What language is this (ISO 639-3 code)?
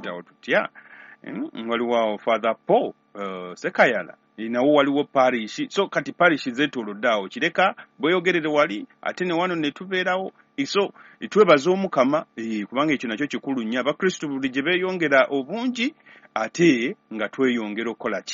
lug